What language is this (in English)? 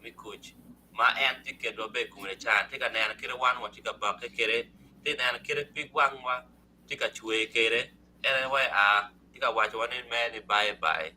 Acoli